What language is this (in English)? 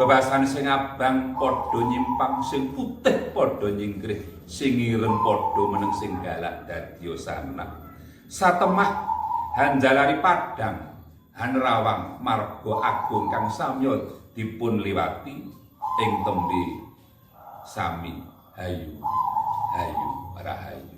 Javanese